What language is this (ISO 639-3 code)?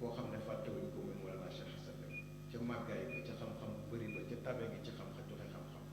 wol